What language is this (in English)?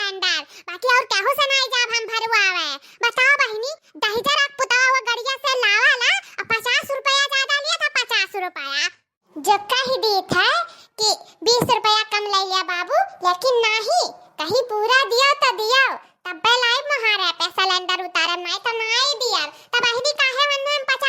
Awadhi